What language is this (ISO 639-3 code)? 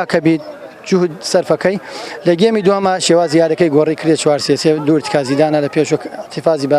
ckb